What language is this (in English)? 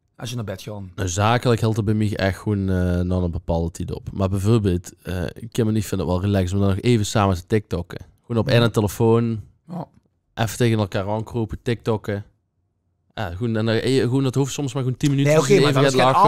Limburgish